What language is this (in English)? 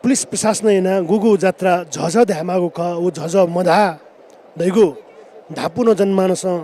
Newari